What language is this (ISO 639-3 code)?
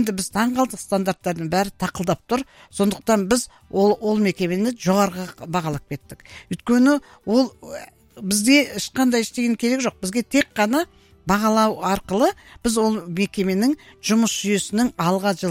kaz